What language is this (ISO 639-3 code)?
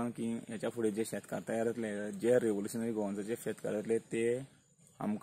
kok